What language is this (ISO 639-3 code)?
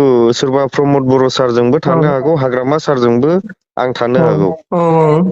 brx